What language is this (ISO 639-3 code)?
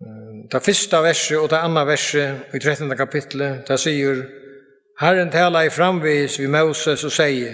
fao